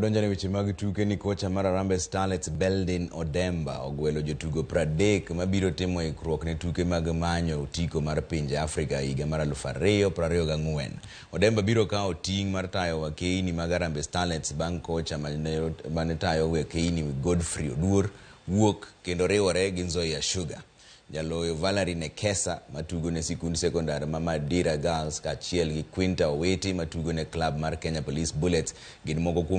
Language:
Luo (Kenya and Tanzania)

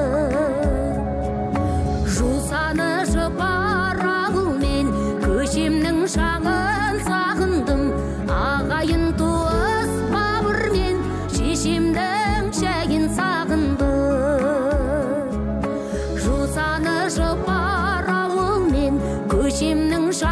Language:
Kazakh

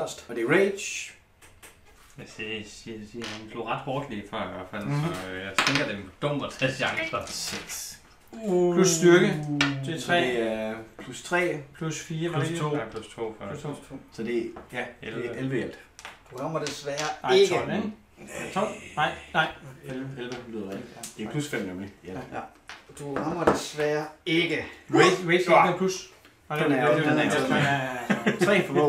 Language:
Danish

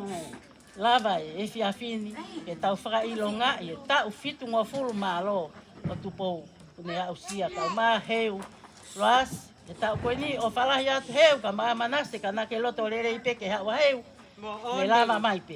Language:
Tongan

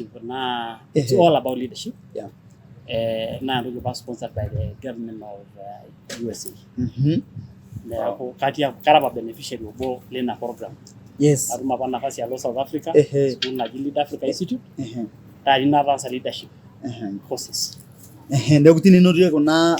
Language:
Masai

